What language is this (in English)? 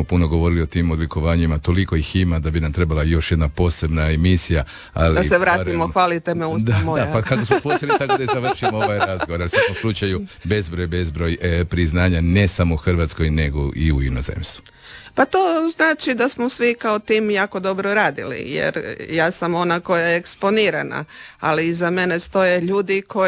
Croatian